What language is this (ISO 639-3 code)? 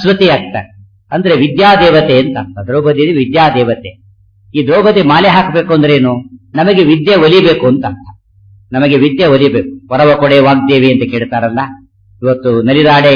kan